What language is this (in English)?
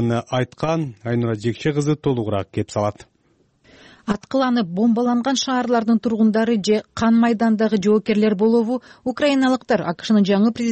Kyrgyz